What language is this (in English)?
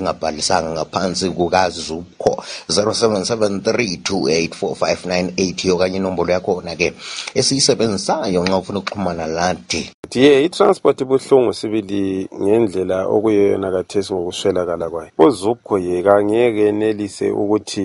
North Ndebele